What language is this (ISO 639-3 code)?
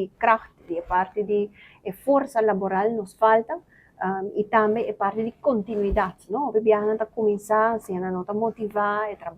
pap